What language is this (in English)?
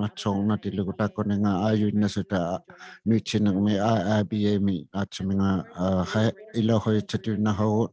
Inuktitut